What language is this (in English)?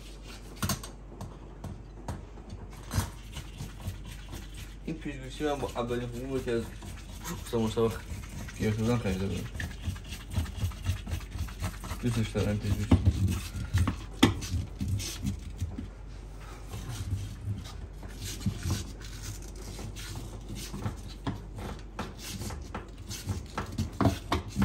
Persian